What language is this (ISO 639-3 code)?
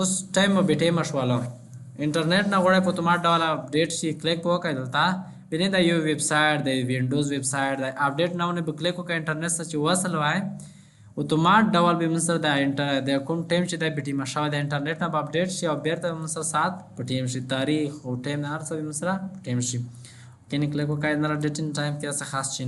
pus